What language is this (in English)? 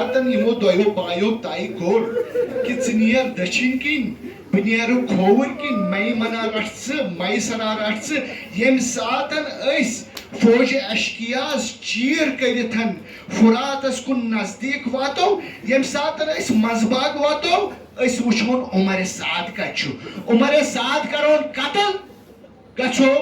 Kashmiri